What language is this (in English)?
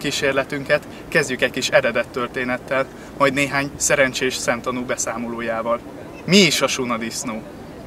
Hungarian